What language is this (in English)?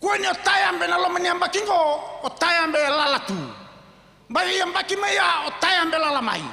Fijian